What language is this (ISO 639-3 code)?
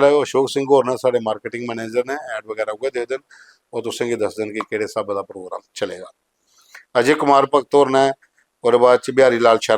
doi